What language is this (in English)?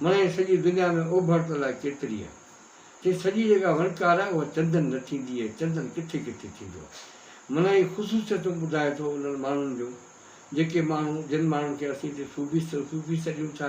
Sindhi